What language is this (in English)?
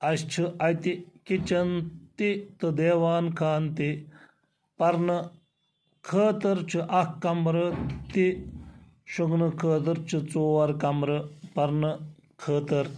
Kashmiri